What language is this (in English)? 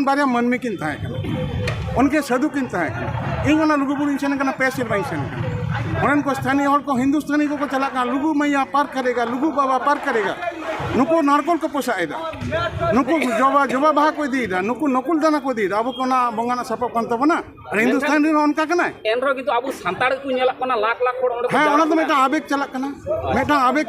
Santali